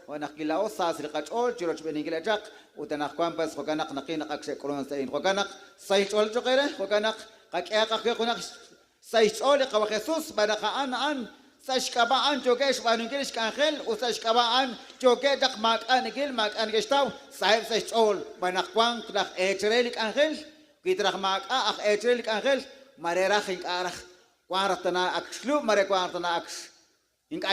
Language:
Kekchí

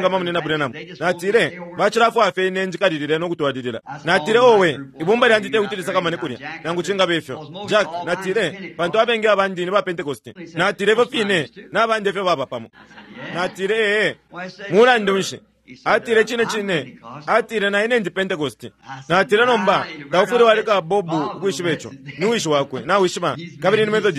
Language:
Bemba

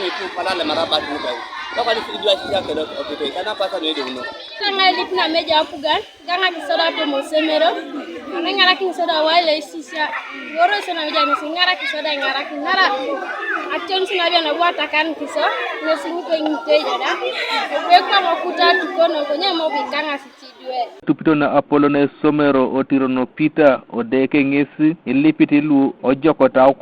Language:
Teso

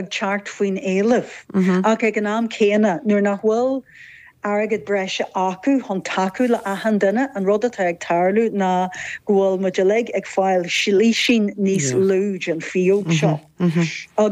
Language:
Irish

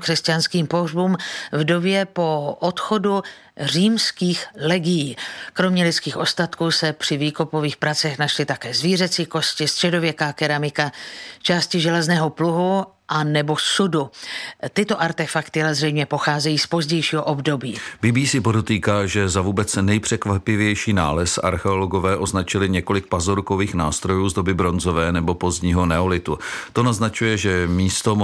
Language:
Czech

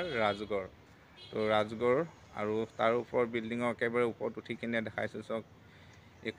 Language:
Assamese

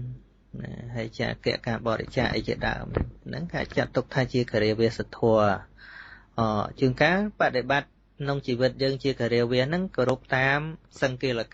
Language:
Khmer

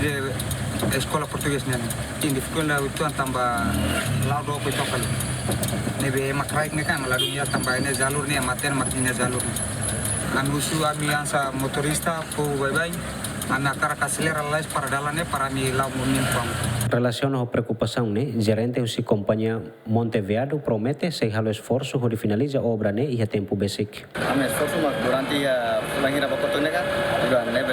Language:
Tetum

